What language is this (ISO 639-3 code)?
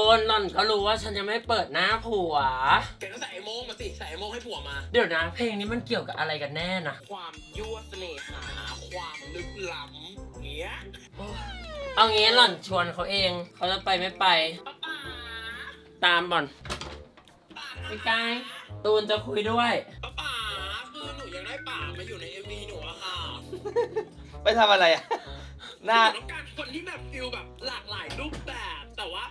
tha